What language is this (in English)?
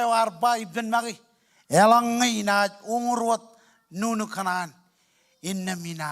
Marshallese